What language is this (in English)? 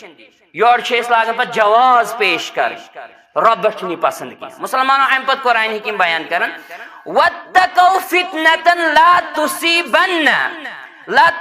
Kashmiri